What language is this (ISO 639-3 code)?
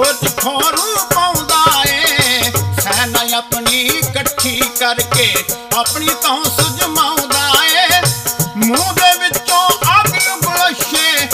pan